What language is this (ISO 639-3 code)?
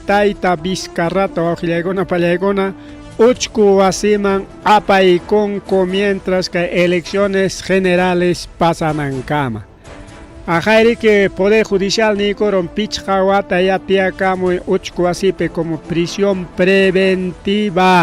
quy